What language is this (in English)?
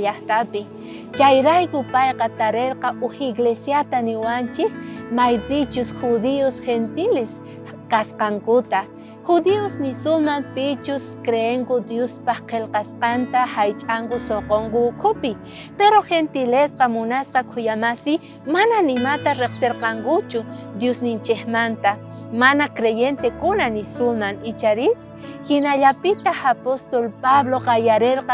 South Bolivian Quechua